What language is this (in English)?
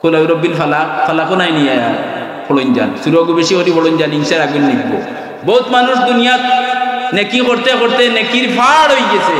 Sylheti